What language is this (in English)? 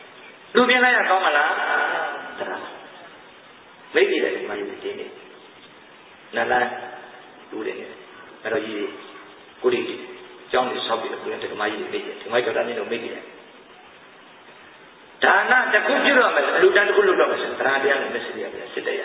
Burmese